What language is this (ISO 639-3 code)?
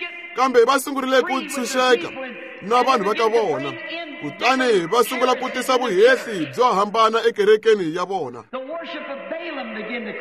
tso